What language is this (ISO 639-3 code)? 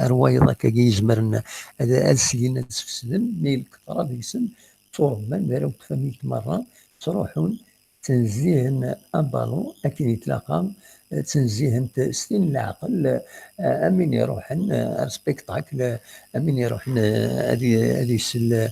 kab